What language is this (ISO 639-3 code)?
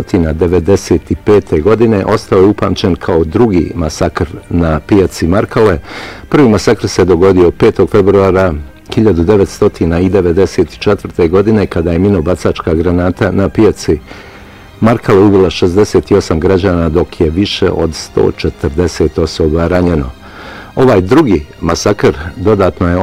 bos